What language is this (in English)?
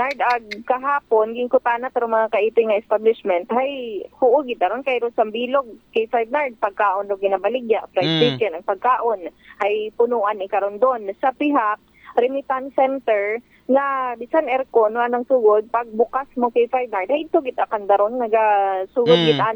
Aklanon